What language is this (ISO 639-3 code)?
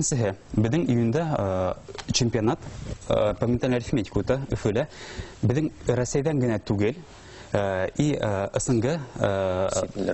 bak